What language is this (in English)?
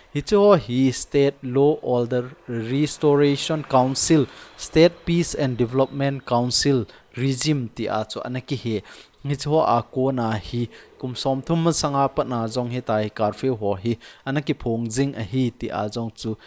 Thado Chin